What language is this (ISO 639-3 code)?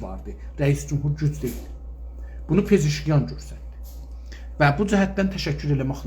azb